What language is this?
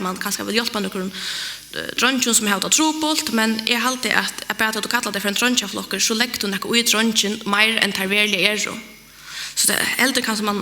Faroese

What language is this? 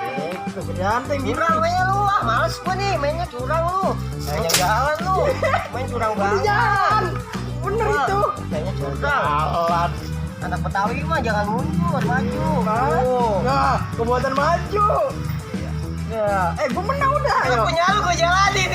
Betawi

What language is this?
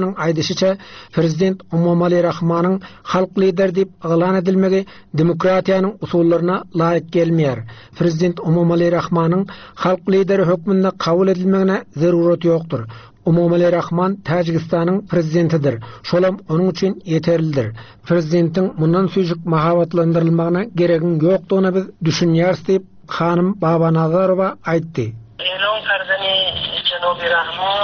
Turkmen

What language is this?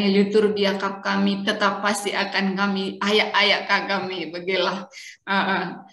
Batak Karo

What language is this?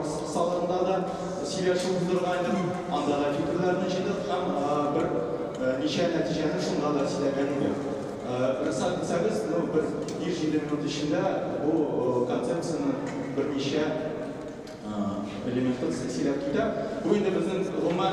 Tatar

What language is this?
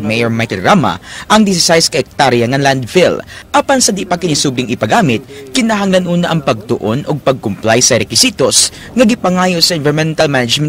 Cebuano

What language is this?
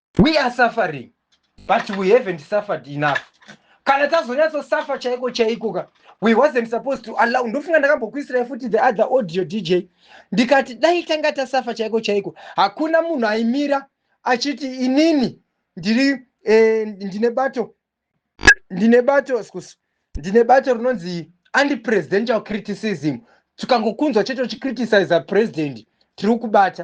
Shona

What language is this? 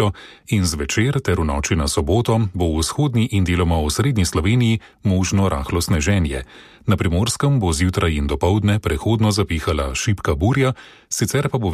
Slovenian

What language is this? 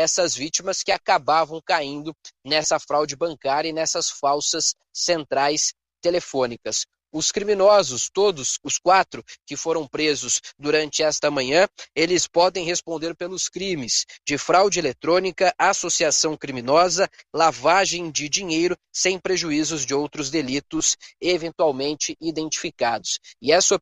Portuguese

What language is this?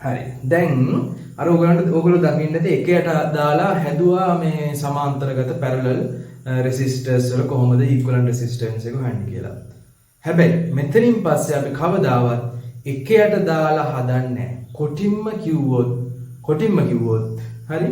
Sinhala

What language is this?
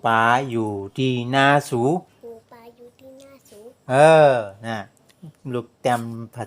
Shan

